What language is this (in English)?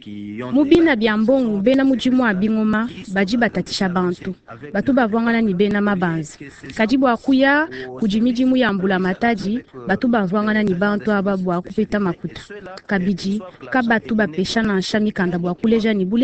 Luba-Lulua